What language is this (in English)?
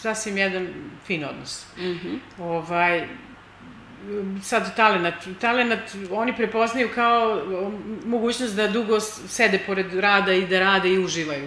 Serbian